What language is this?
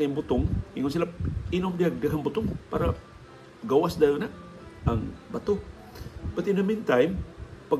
Cebuano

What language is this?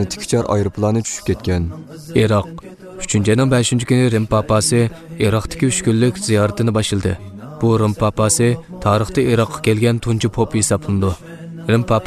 Uyghur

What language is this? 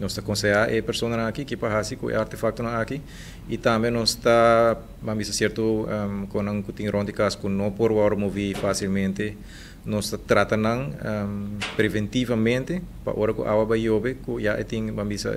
Papiamento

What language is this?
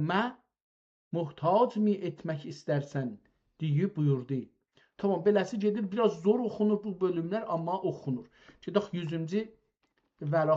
South Azerbaijani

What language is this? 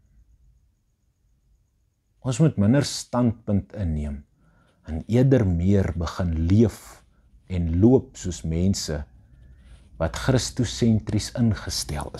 Afrikaans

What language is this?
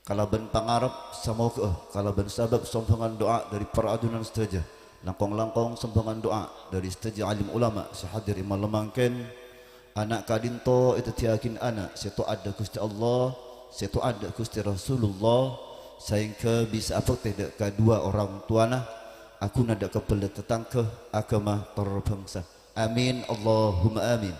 Madurese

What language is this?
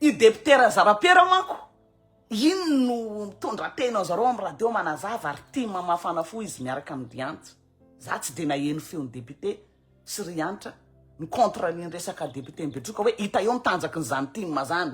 Malagasy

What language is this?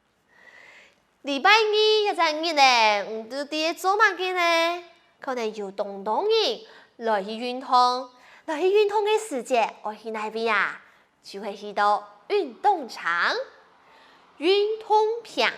Hakka Chinese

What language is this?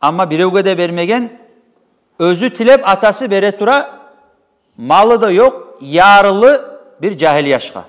Kumyk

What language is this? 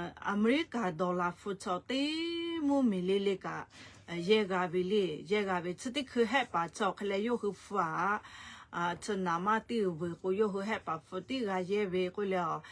Lahu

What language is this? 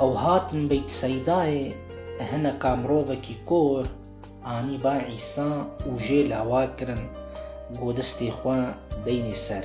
Kurdish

